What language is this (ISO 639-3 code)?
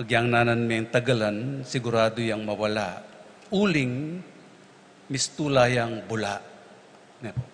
pam